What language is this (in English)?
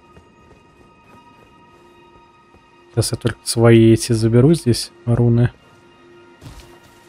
Russian